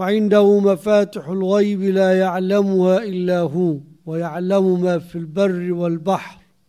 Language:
Arabic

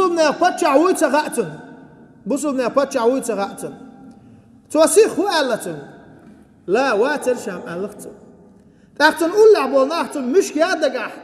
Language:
Chechen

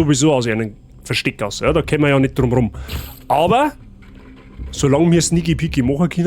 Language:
Bavarian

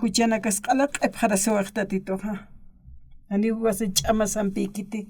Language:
Aymara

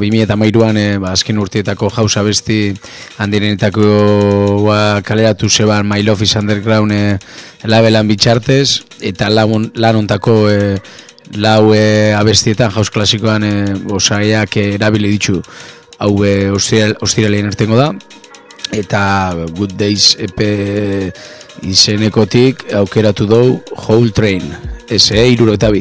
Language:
Basque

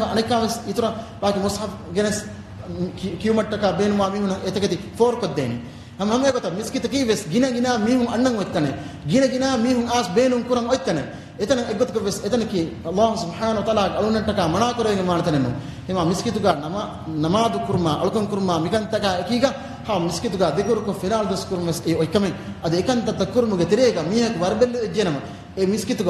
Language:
Divehi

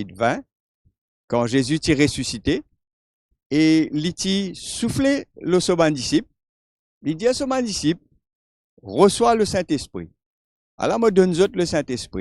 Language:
Morisyen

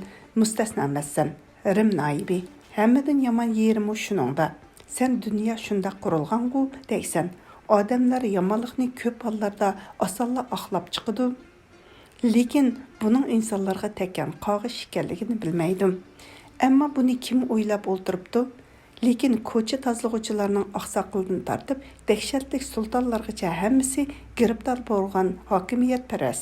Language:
Uyghur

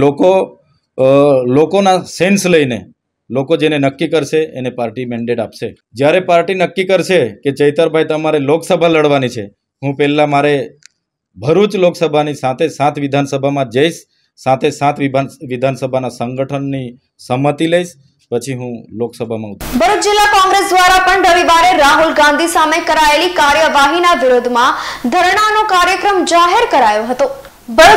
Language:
Gujarati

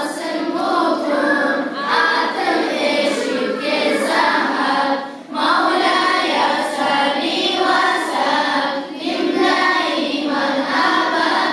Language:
Kumyk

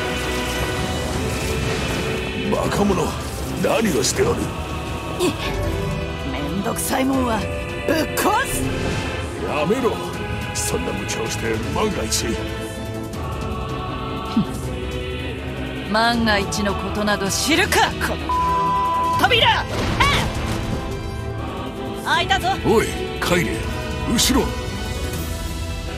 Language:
Japanese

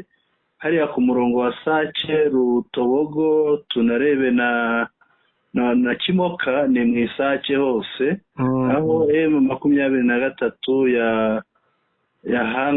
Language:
Kinyarwanda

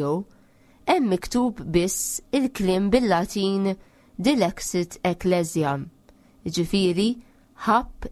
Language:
Maltese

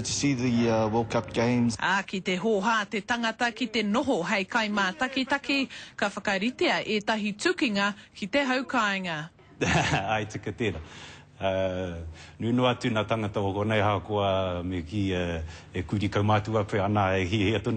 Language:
Māori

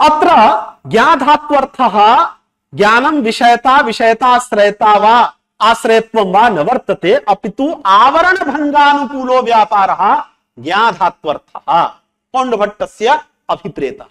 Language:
Sanskrit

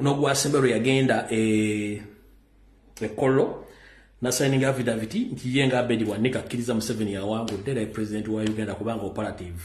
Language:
Ganda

